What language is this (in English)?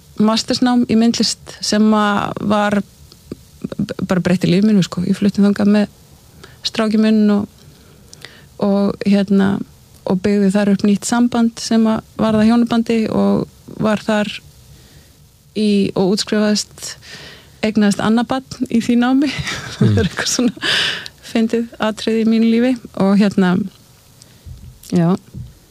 Icelandic